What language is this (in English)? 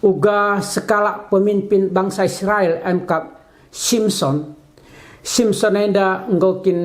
Batak Karo